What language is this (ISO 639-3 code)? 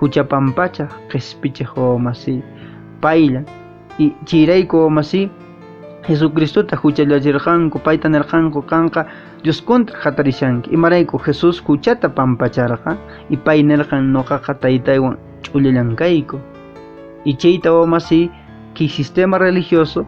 que